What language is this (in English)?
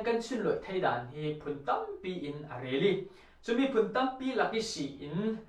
Falam Chin